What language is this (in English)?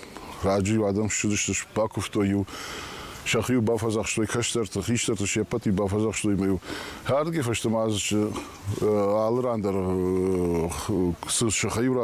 Ossetic